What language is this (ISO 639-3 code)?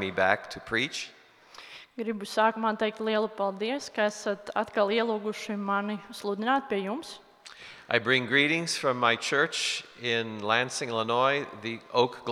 lav